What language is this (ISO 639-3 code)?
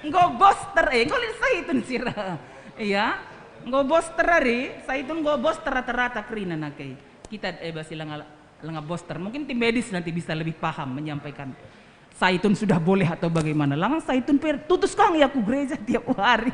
btx